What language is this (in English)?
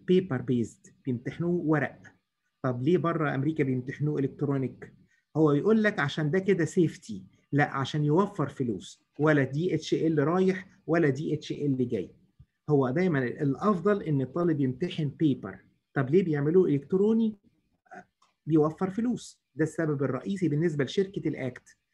Egyptian Arabic